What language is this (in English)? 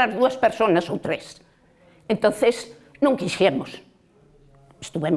Galician